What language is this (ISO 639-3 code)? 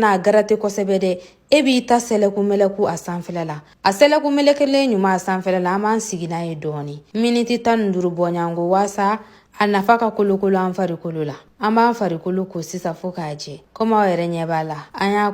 bam